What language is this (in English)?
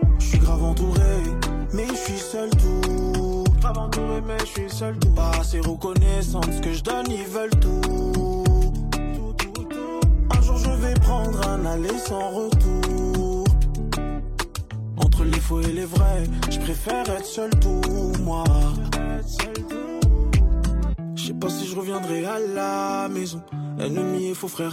French